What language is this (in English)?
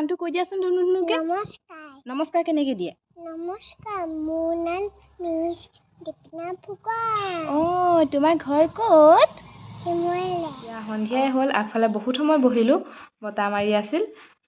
Assamese